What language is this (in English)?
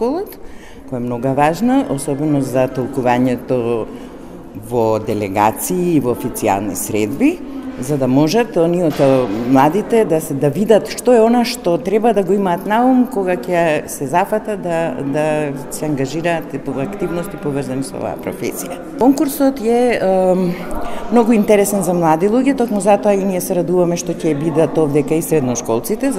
Macedonian